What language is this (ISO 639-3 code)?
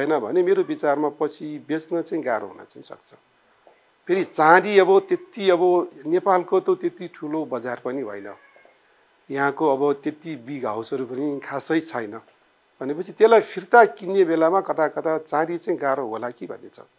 nep